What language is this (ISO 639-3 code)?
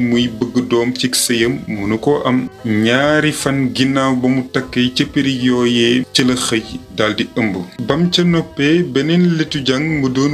wol